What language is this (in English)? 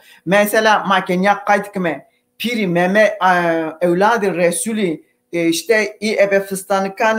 Zaza